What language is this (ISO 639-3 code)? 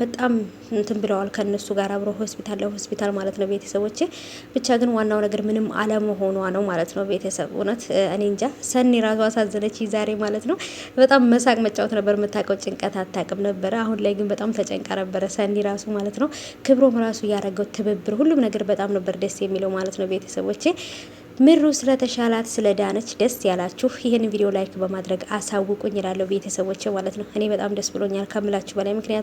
amh